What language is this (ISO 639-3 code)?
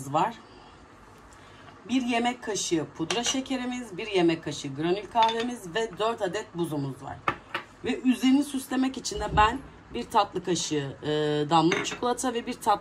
tur